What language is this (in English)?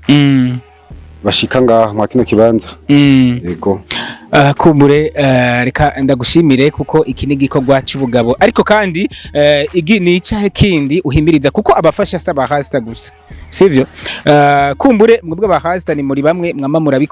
Rundi